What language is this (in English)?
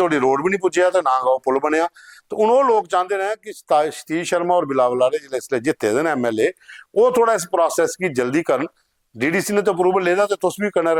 Dogri